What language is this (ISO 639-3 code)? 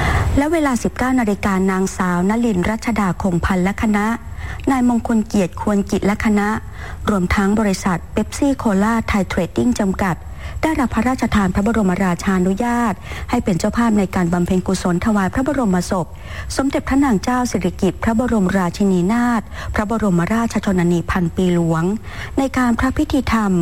tha